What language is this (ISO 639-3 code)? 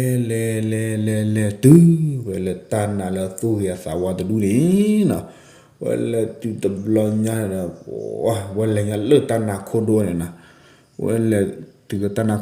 ksw